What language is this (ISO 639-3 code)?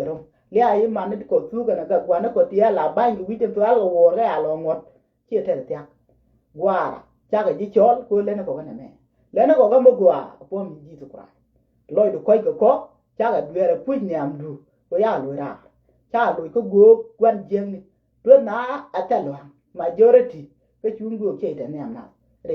nus